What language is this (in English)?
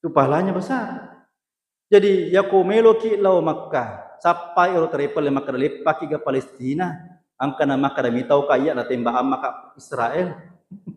Buginese